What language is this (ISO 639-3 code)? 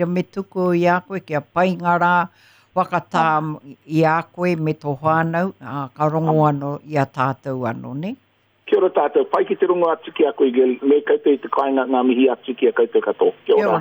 mri